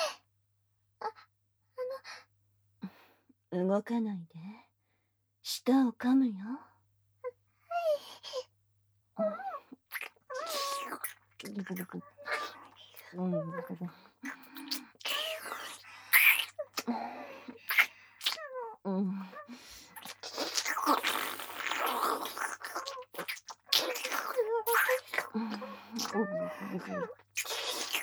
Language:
Japanese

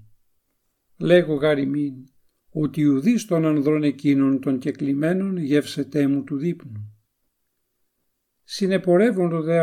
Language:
Ancient Greek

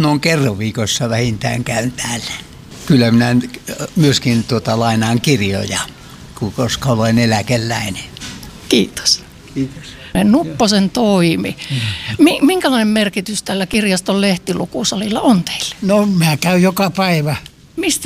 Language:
Finnish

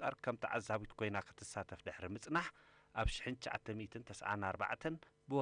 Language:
Tigrinya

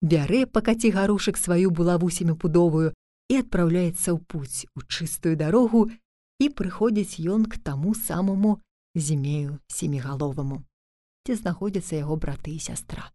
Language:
Belarusian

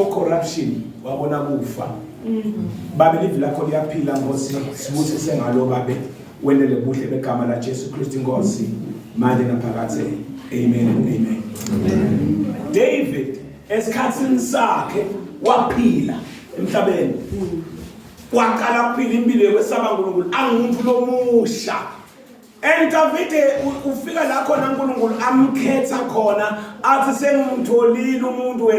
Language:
Zulu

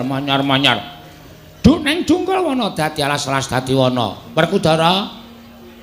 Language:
Javanese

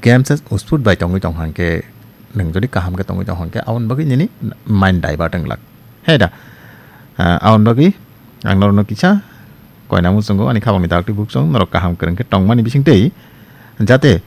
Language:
Kok Borok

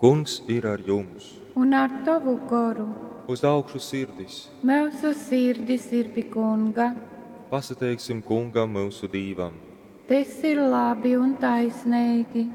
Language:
Latgalian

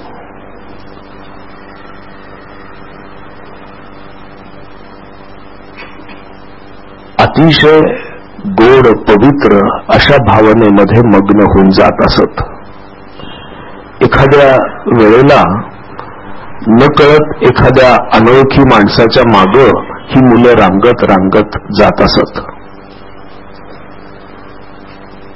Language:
Marathi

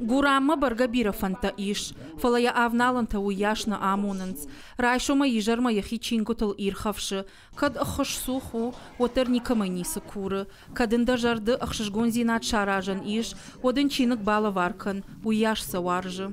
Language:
Ossetic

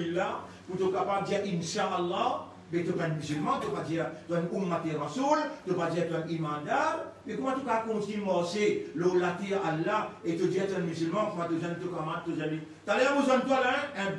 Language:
Morisyen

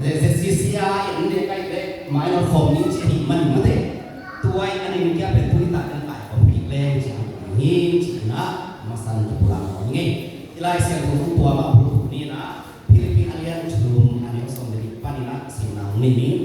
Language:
Tedim Chin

